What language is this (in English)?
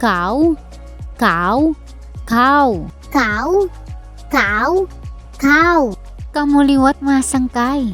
Waray